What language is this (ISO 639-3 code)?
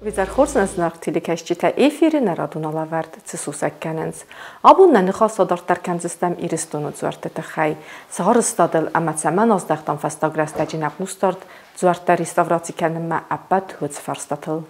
oss